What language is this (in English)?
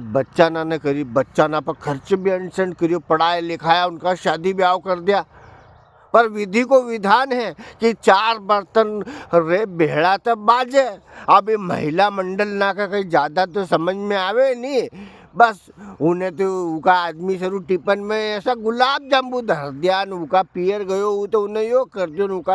Rajasthani